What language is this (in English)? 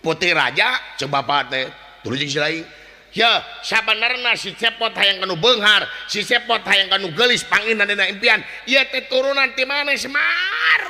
Sundanese